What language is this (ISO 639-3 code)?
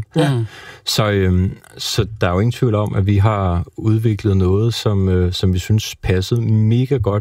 dan